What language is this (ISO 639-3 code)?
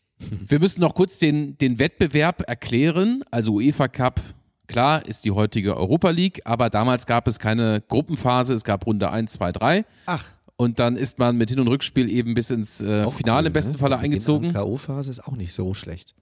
deu